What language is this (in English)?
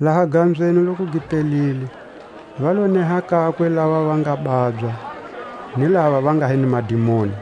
Tswa